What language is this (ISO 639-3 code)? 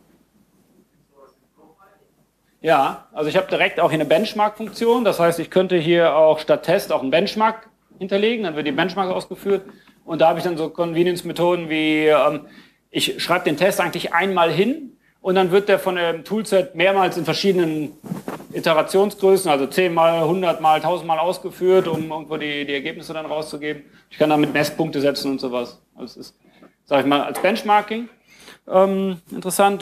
deu